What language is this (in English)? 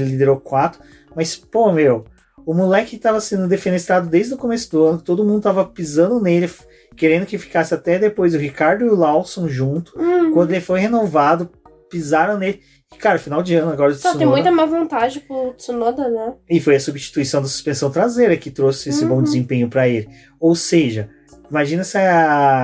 Portuguese